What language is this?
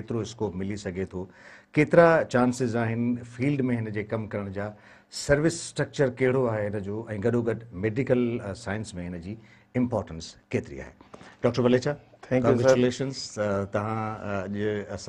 Sindhi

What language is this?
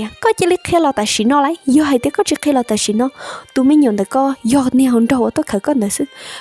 Hmong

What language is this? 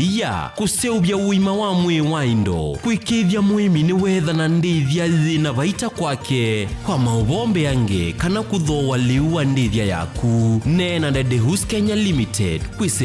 Kamba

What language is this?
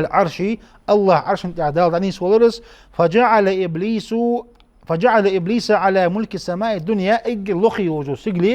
Ingush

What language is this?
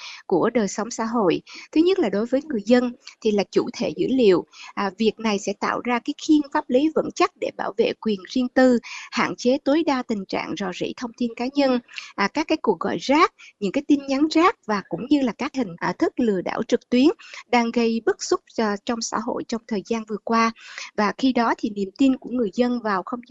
Vietnamese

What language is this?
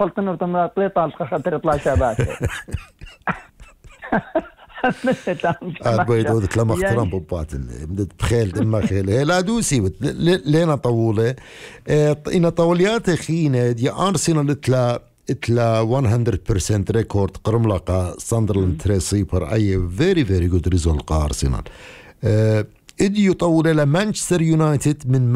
Assyrian Neo-Aramaic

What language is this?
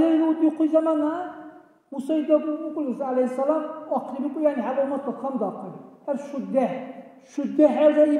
Dargwa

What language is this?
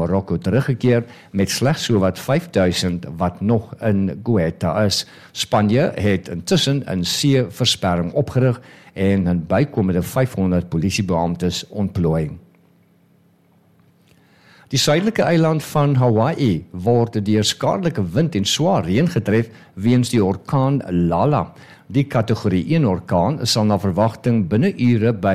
Afrikaans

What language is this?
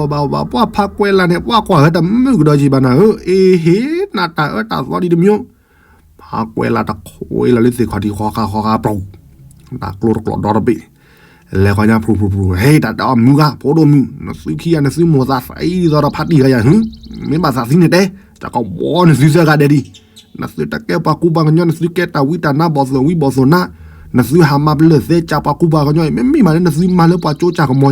S'gaw Karen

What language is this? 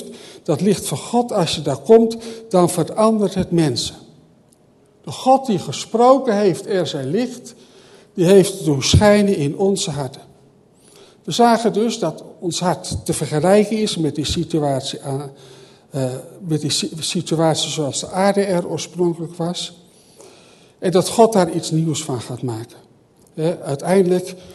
Dutch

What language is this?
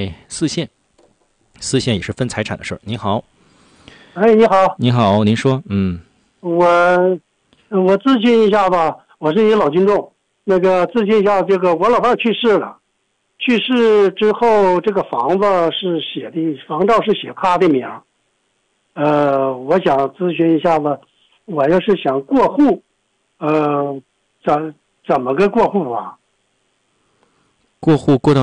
Chinese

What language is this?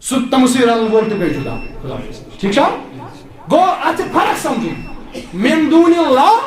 Kashmiri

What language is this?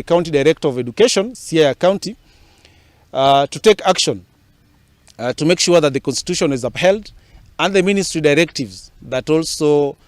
Luo (Kenya and Tanzania)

